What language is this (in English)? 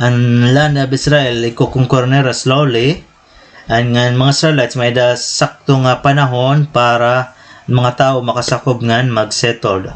Waray